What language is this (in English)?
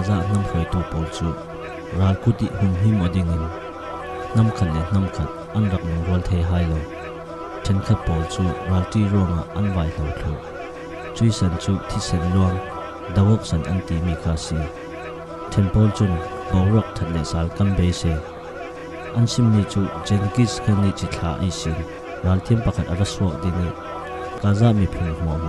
Falam Chin